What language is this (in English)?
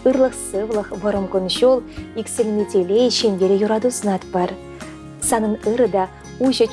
Chuvash